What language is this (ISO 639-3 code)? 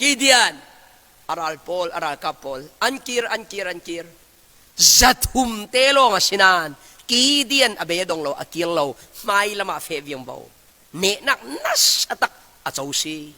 cfm